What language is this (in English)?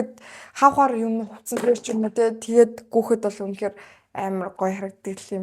Mongolian